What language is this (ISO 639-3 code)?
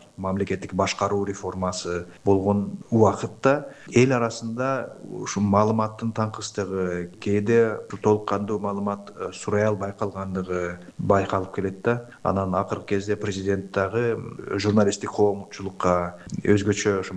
kir